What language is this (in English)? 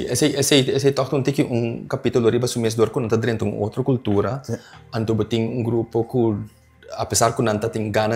Papiamento